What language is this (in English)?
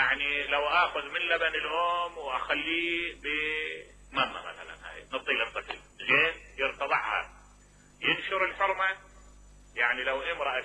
Mesopotamian Arabic